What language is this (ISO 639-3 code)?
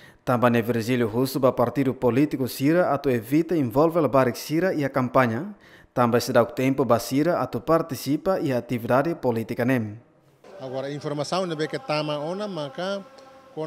tet